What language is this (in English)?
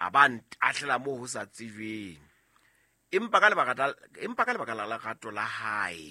Southern Sotho